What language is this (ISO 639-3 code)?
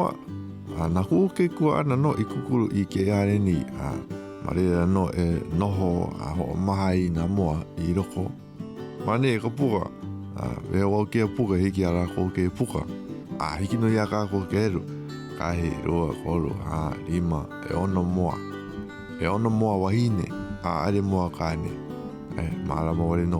haw